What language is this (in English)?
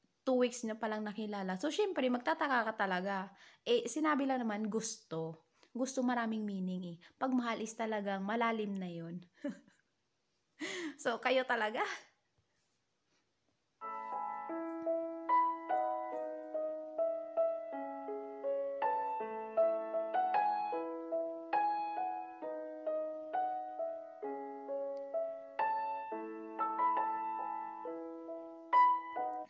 Filipino